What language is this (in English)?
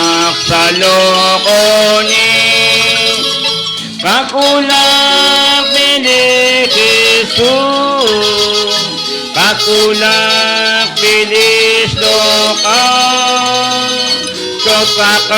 Kekchí